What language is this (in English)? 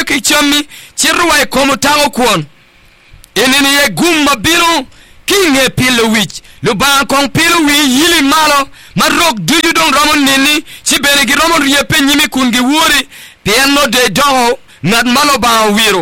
Acoli